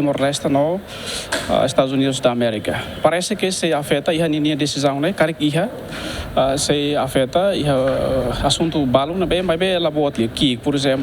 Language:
Tetum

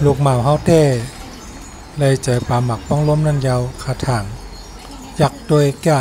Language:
Shan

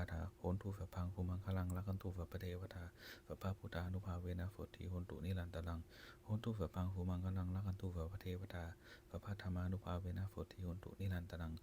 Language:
Pali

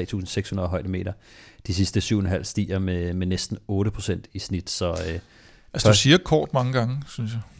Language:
Danish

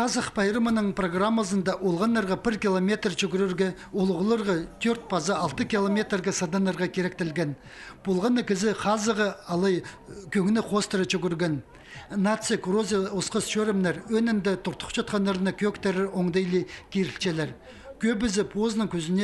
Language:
Khakas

